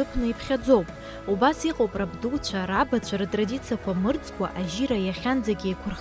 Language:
Abkhazian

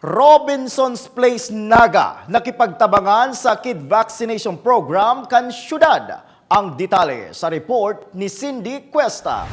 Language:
Bikol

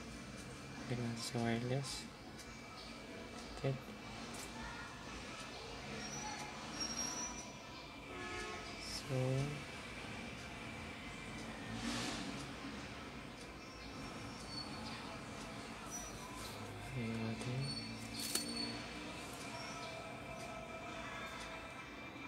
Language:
Filipino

